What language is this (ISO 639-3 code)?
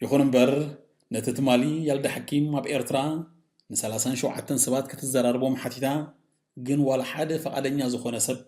tir